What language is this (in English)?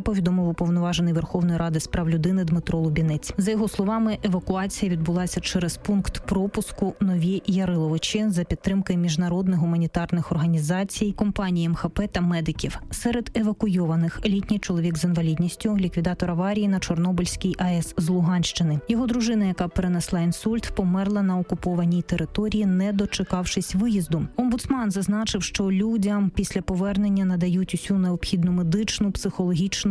Ukrainian